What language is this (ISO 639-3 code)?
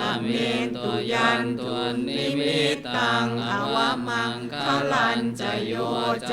pli